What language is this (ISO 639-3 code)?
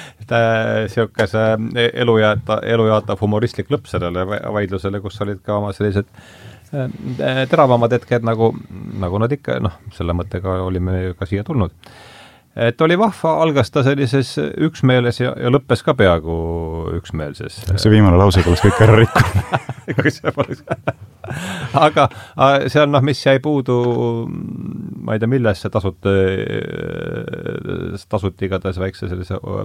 est